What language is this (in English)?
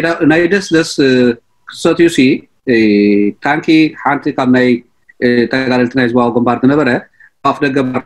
Tigrinya